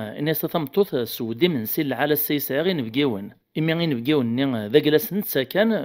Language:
Kabyle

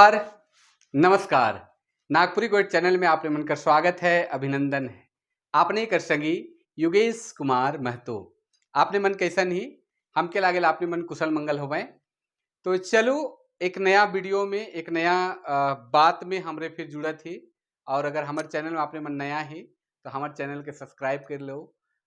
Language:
Sadri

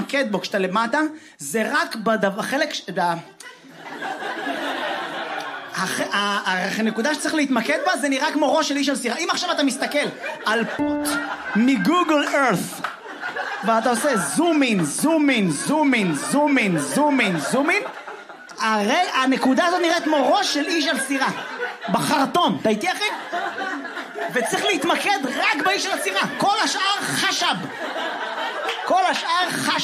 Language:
Hebrew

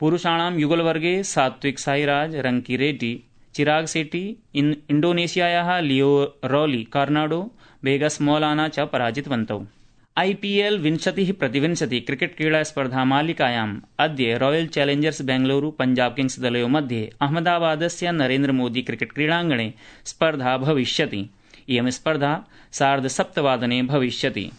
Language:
Sanskrit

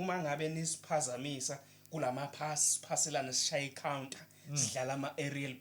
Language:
Zulu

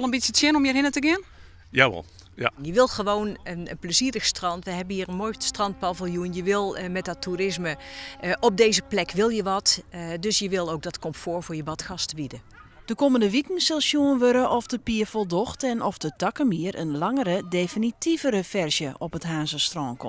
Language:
Western Frisian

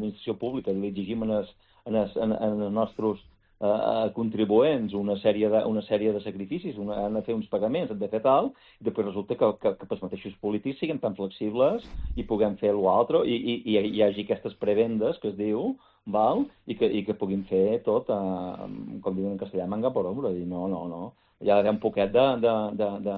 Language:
Catalan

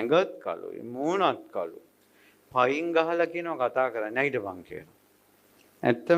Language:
Sinhala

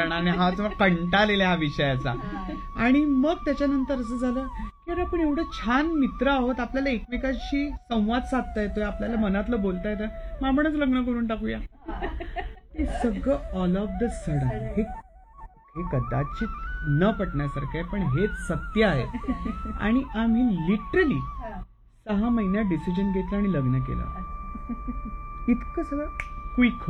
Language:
Marathi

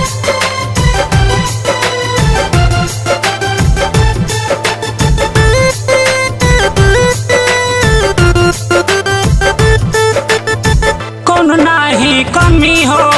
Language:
Bhojpuri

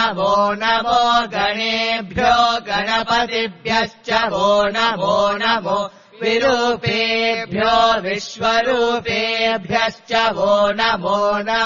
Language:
Sanskrit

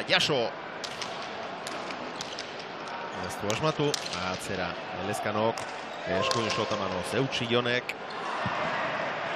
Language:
Basque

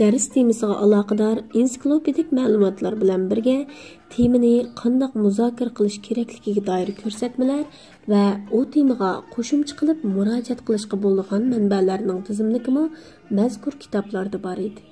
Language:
Uyghur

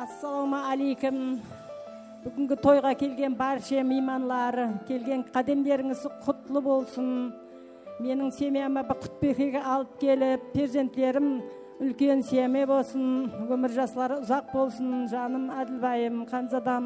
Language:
Kara-Kalpak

